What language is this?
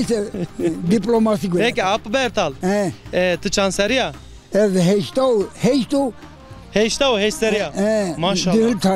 Zaza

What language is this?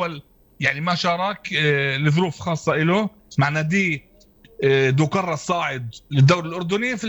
North Levantine Arabic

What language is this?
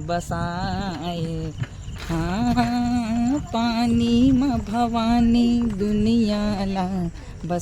Chhattisgarhi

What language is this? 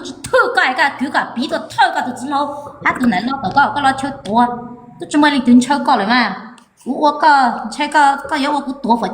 Hmong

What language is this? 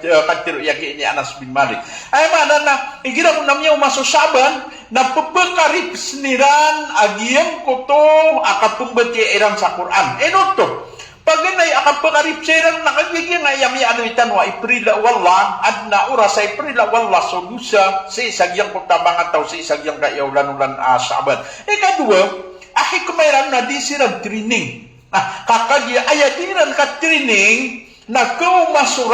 Maranao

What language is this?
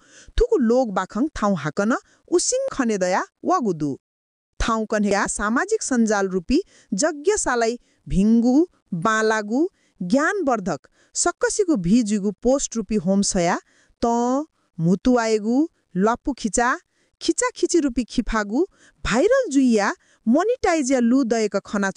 Newari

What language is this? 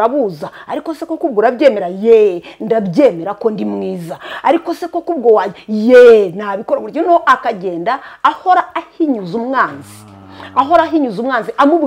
Kinyarwanda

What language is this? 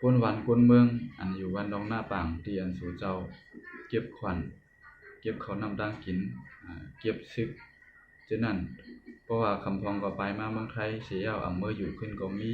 Shan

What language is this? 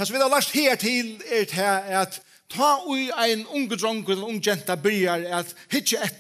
Faroese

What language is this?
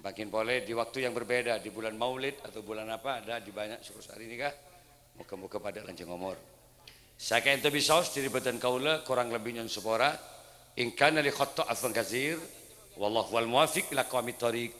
Madurese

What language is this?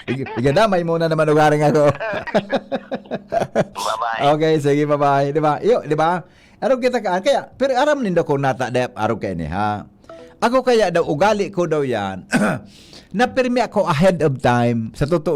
Bikol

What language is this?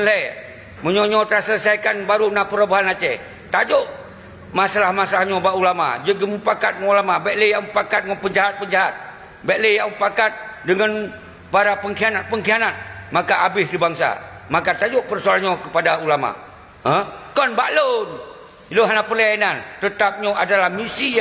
Achinese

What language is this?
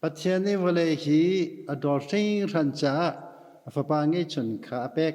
Hakha Chin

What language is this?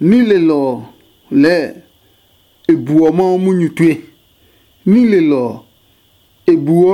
Adangme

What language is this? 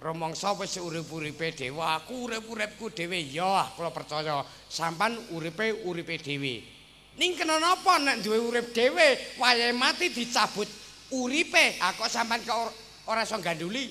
Javanese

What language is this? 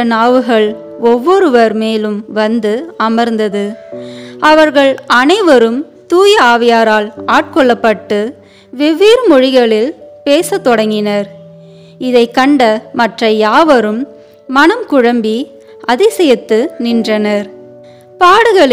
Tamil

